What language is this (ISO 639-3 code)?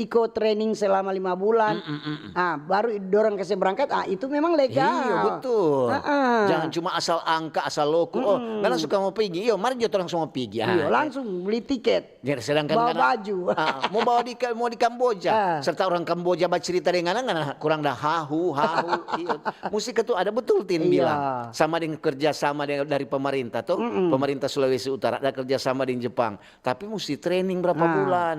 xmm